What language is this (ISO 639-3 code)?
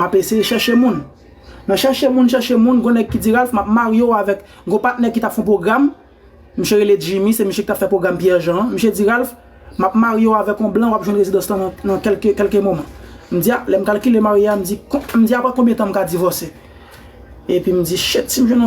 hat